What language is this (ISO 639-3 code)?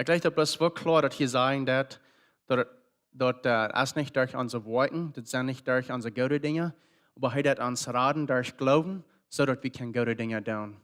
pdt